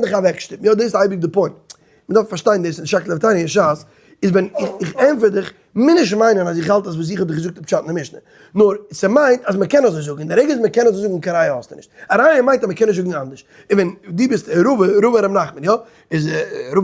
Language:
Yiddish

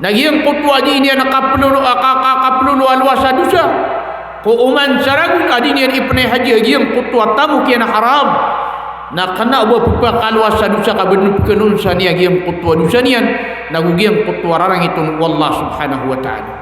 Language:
Maranao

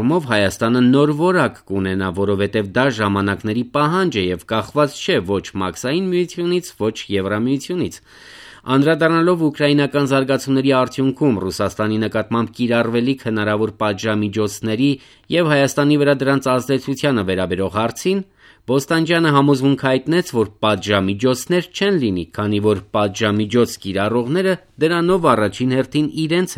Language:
Armenian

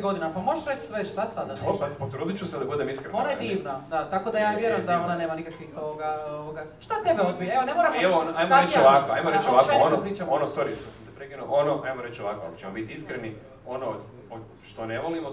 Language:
Croatian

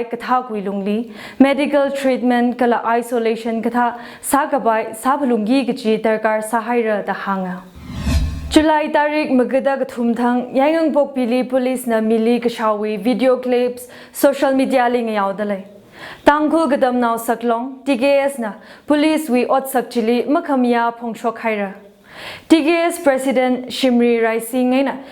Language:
Tangkhul Naga (India)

